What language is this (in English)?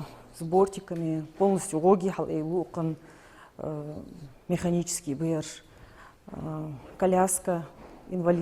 Ingush